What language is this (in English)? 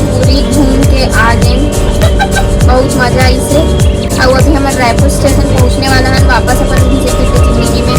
Chhattisgarhi